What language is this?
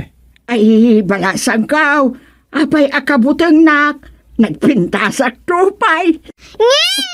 Iloko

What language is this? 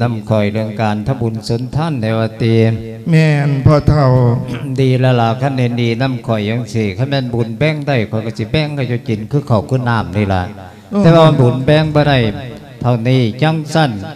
Lao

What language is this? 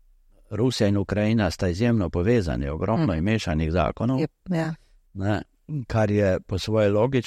Slovenian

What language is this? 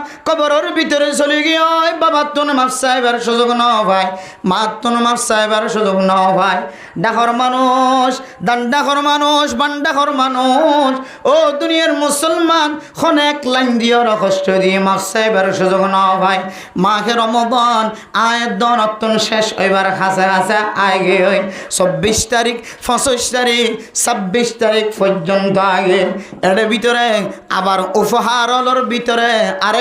Rohingya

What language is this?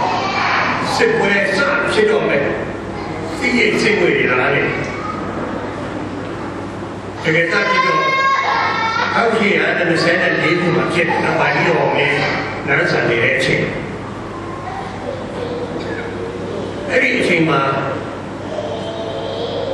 Burmese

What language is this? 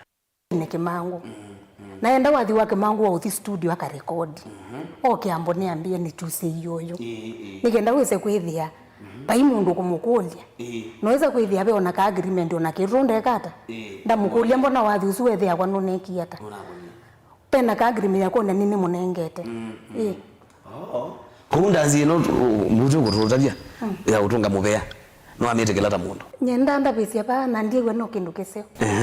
Kamba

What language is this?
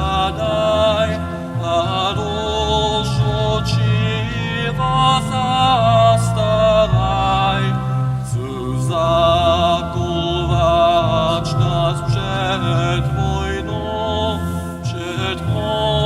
Upper Sorbian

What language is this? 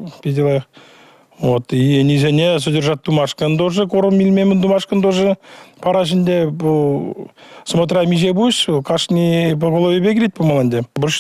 Chuvash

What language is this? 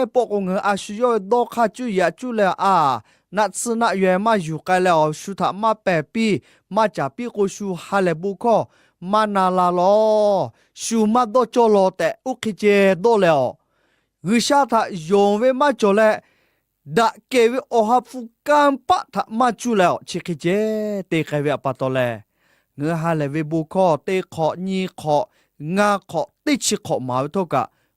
Lahu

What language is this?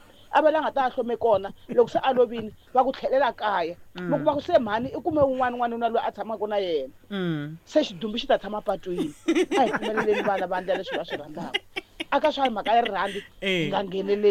Tsonga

